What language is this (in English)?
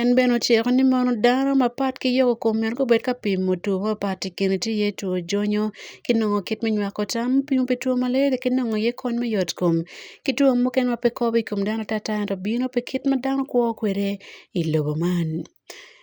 Acoli